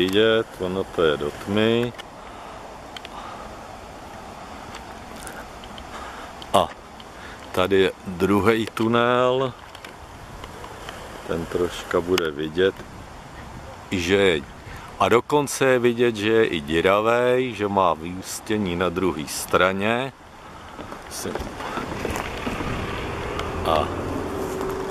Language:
Czech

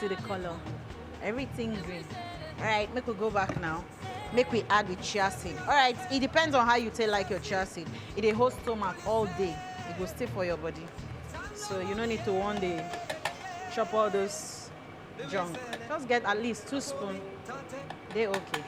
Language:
Nigerian Pidgin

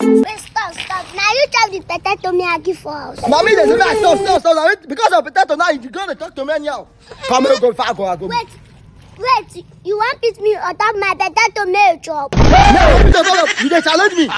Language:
Nigerian Pidgin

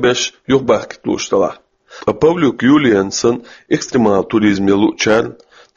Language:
Chechen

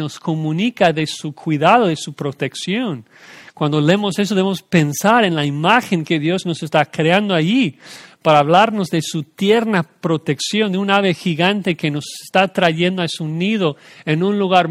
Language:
Spanish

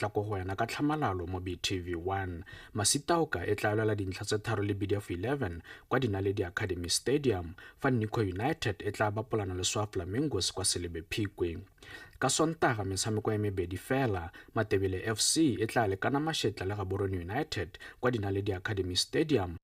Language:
Tswana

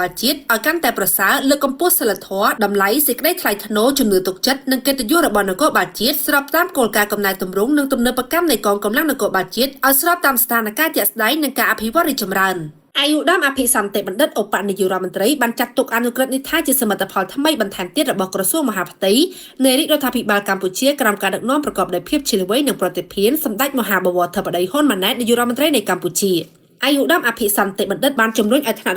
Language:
Khmer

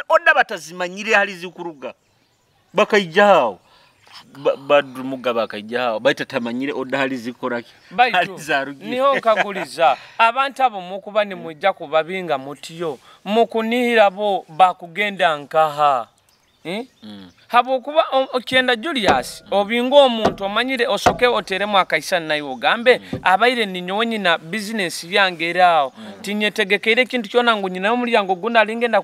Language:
Nyoro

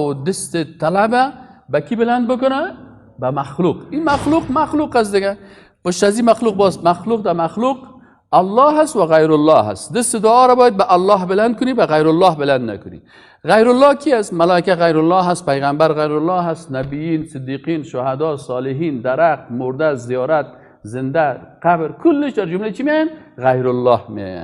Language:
Persian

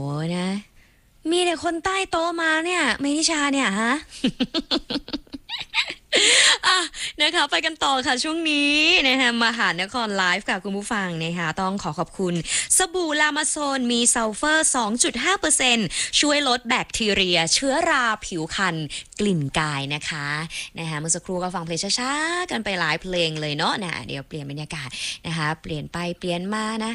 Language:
Thai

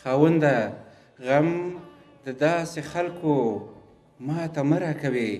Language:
Pashto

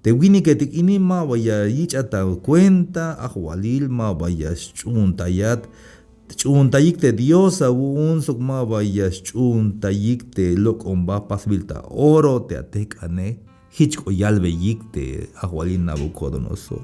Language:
Tzeltal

